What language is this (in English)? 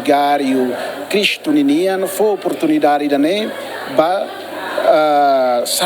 Tetum